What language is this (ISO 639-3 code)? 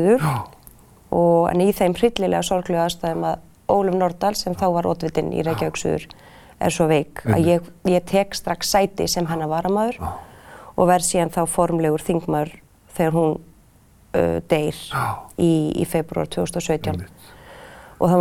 isl